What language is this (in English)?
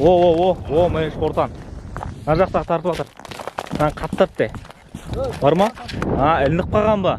Kazakh